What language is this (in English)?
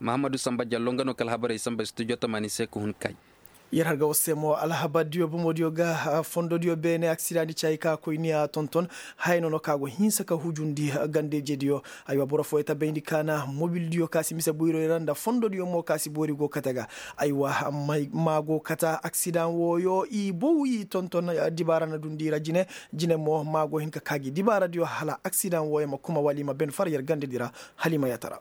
Koyraboro Senni